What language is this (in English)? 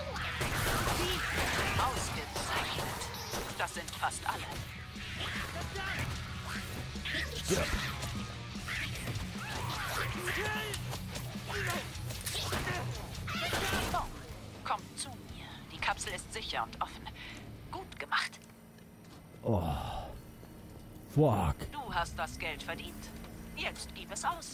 German